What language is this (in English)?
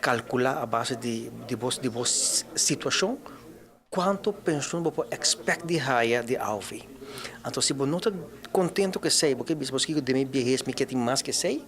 Papiamento